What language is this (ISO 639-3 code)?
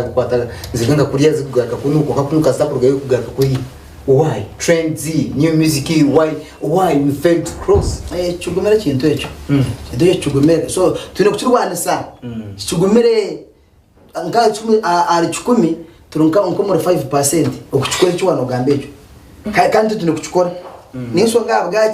nyn